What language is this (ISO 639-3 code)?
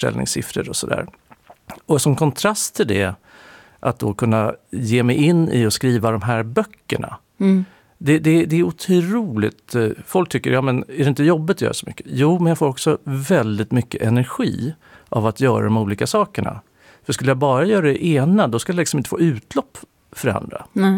swe